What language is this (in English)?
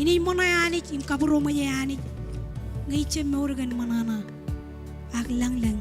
Marshallese